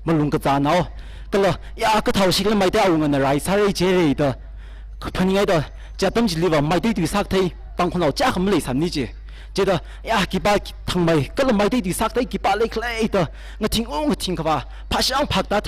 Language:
Tangkhul Naga (India)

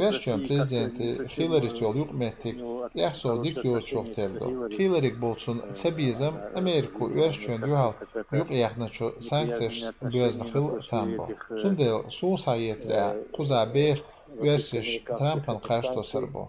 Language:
Chechen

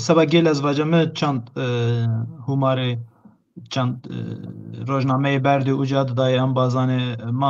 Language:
Zaza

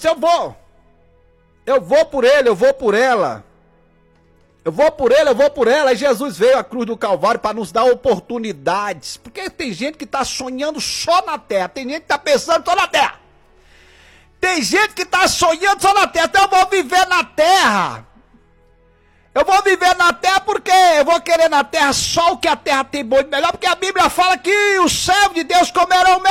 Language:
Portuguese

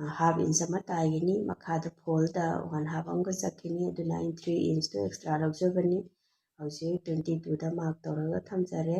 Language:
Manipuri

